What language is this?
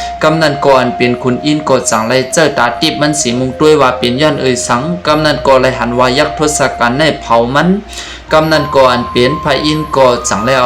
Shan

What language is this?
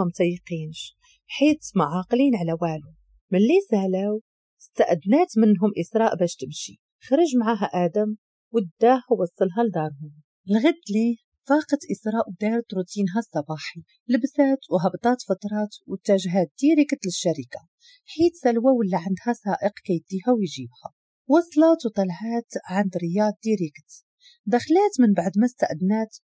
Moroccan Arabic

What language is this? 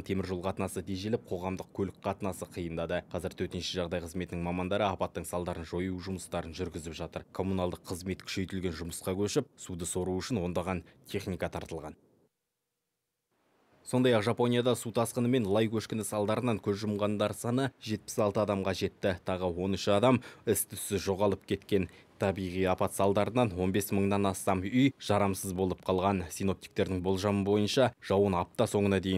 Kazakh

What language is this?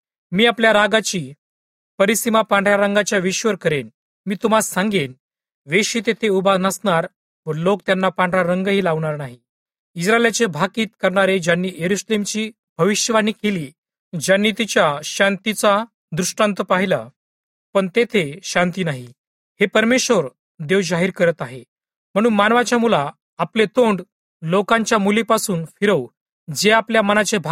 Marathi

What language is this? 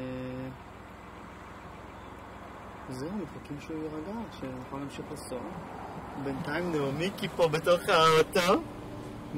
Hebrew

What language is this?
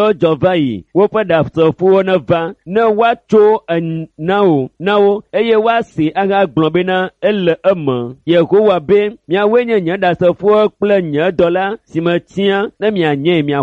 Ewe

